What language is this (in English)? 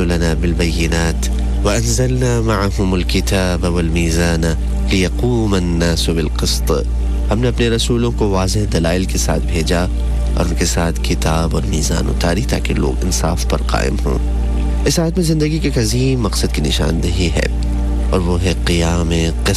Urdu